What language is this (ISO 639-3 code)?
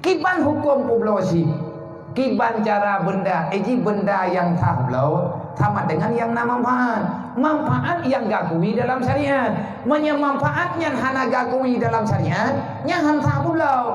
ace